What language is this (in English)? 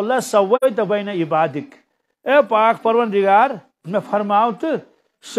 Kashmiri